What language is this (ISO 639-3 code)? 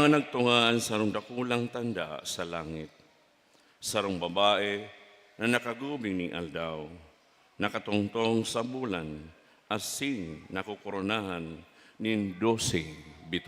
bik